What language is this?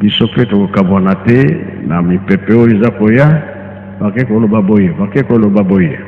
Lingala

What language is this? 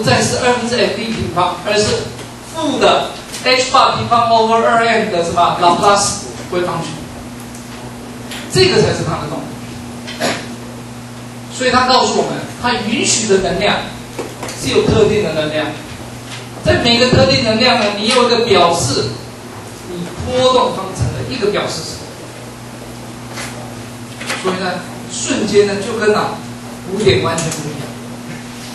Chinese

